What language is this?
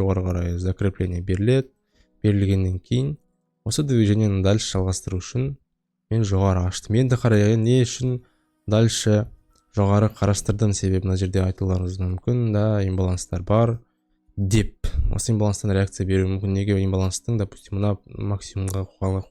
Kazakh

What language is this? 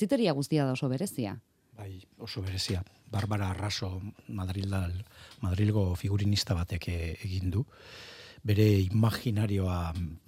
Basque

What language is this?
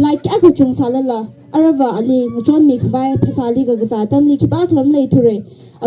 Tangkhul Naga (India)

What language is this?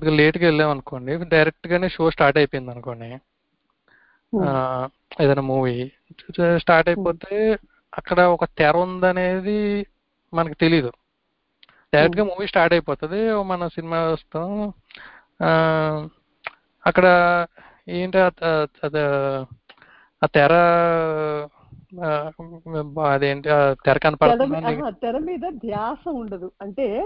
Telugu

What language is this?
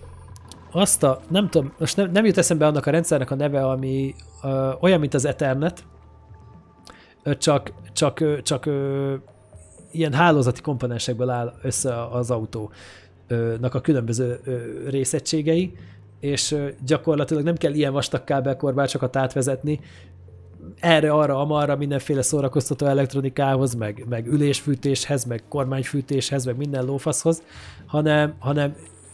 Hungarian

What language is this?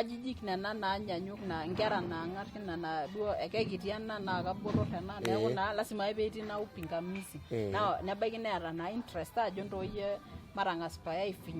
Masai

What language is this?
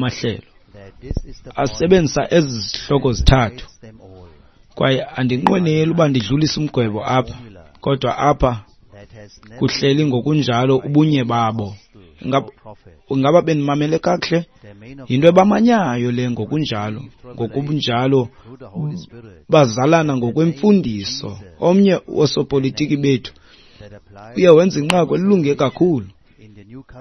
Xhosa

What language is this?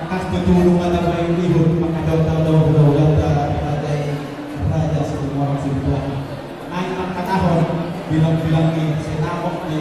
Batak Toba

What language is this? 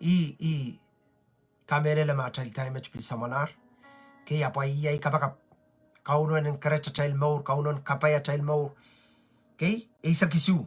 Pohnpeian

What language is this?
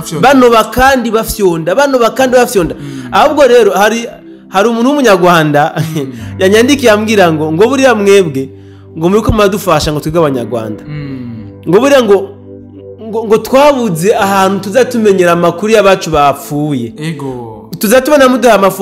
Rundi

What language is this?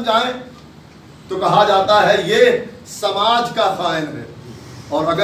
Urdu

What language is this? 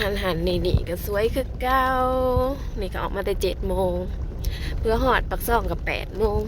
Northeastern Thai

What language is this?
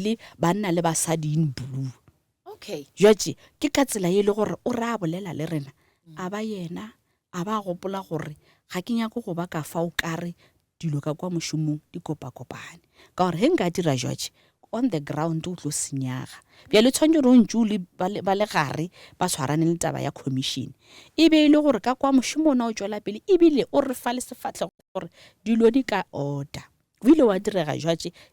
Northern Sotho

